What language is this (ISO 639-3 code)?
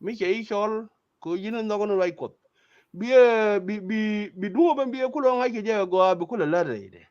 nus